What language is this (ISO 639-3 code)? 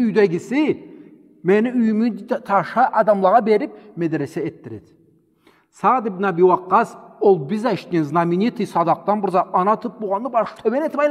krc